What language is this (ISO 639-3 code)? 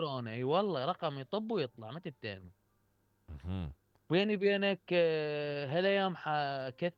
acm